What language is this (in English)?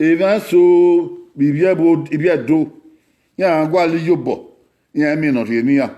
Bini